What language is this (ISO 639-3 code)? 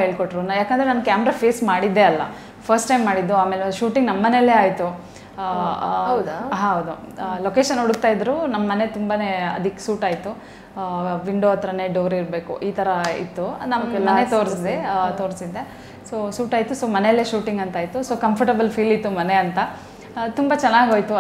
kan